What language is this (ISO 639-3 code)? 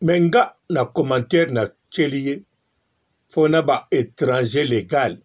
lin